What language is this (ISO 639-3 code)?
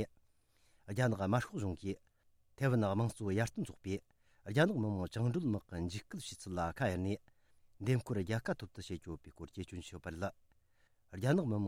bod